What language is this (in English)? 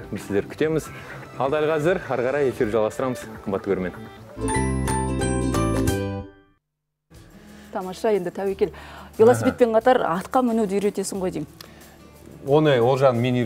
Kazakh